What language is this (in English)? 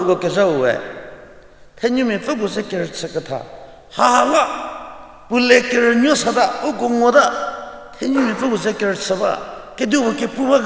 Angami Naga